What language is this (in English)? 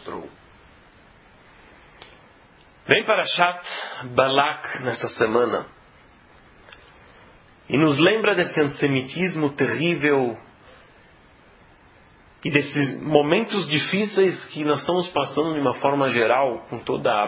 Portuguese